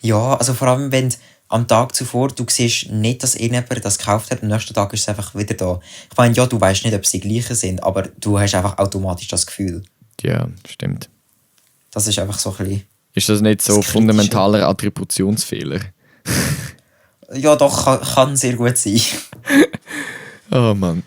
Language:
Swiss German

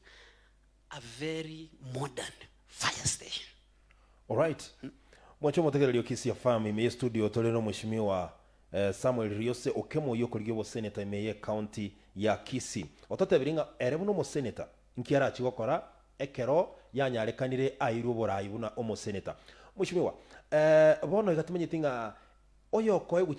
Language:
Gusii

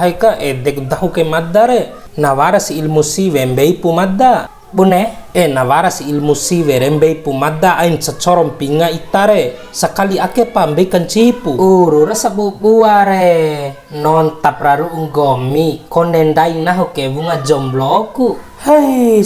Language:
Bima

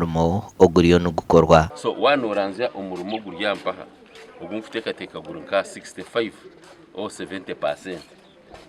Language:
Nyankole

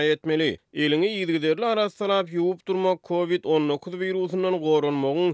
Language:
Turkmen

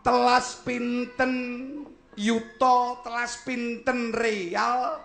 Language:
Javanese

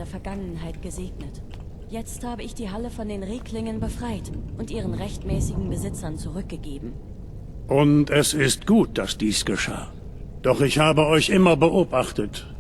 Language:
Bavarian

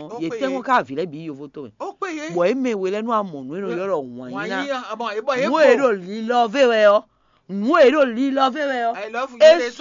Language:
Fon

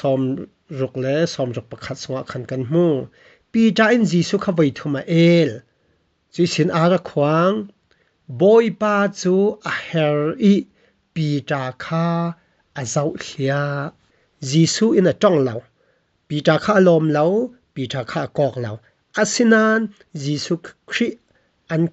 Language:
Falam Chin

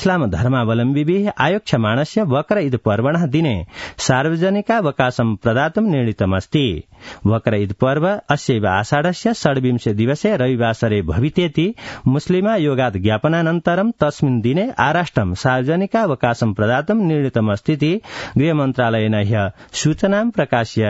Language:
Sanskrit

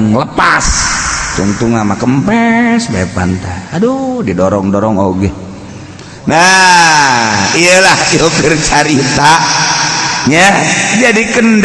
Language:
Sundanese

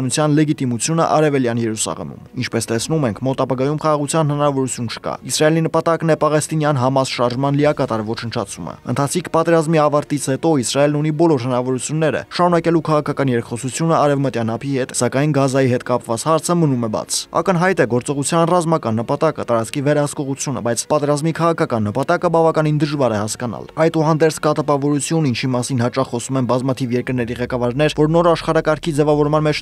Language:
Armenian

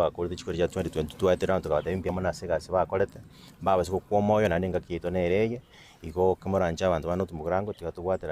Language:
Gusii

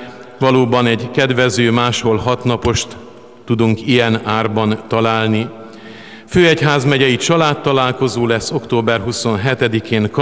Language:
Hungarian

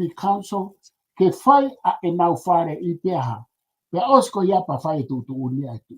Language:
Tongan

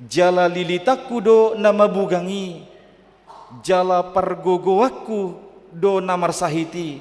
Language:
Batak Toba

